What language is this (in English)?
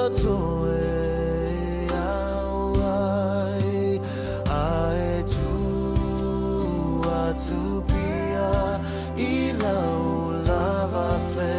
Samoan